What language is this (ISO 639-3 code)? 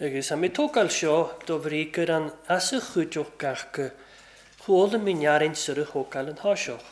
cym